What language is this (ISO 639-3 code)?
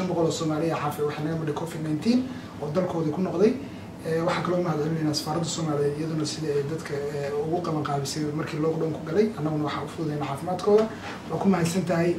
som